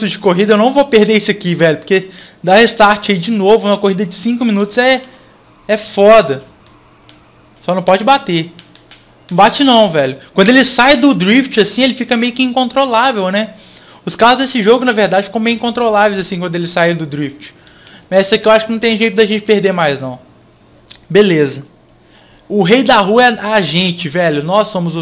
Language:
Portuguese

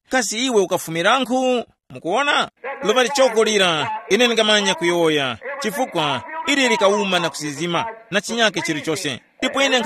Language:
Tumbuka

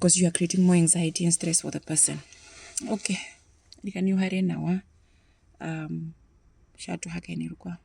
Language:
Herero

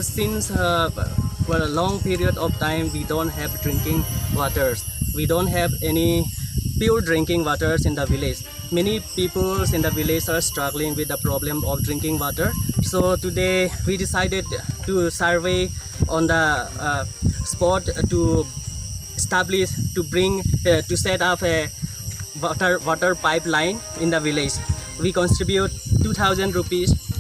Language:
Karbi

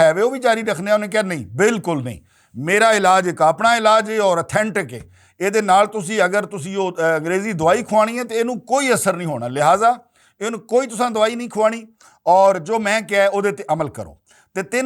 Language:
Western Panjabi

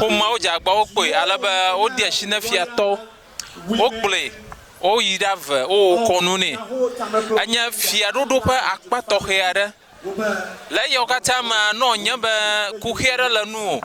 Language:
Ewe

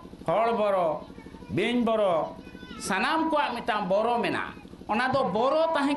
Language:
Santali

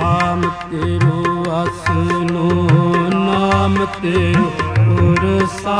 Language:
Punjabi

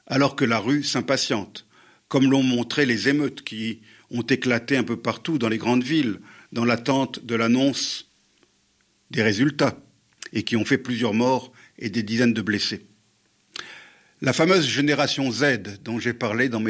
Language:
French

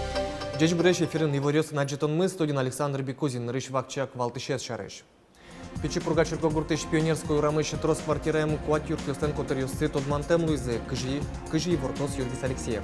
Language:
Udmurt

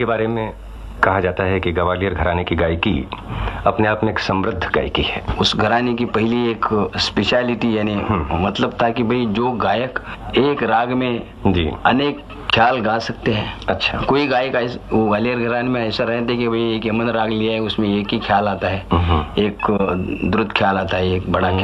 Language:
Hindi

